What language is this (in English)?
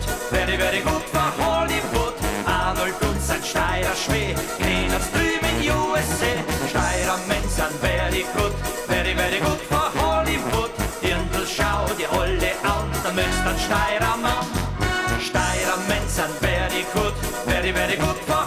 Bavarian